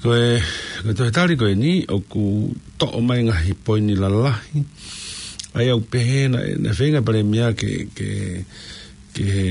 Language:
Tongan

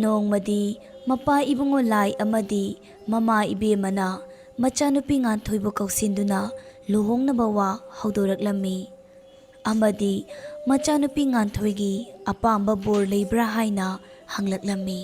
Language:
Manipuri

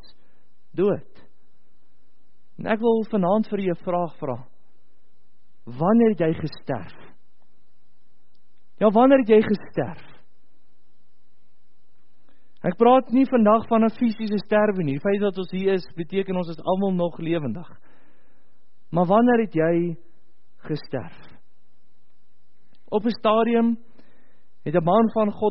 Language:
Afrikaans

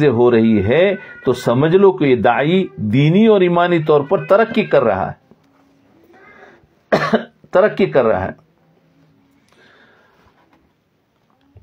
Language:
Urdu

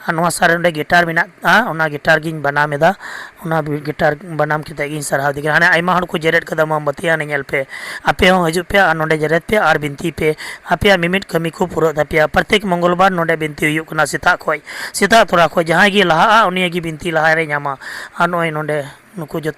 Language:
Santali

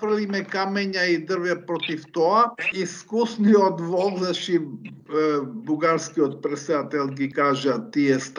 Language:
Macedonian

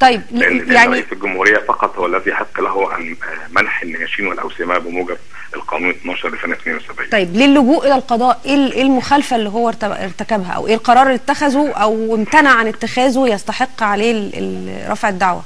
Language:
Egyptian Arabic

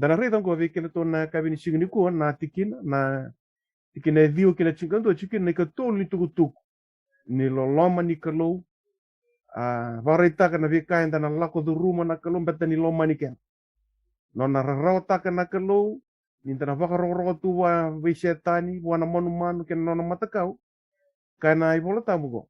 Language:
Fijian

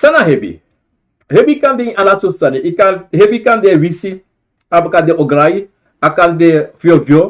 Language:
Sranan Tongo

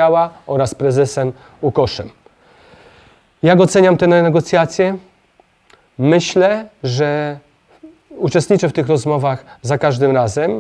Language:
Polish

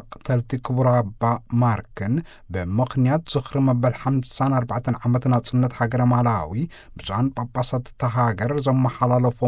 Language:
Tigrinya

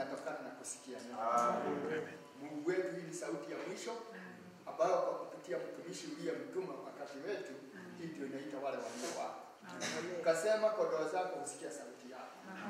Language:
Swahili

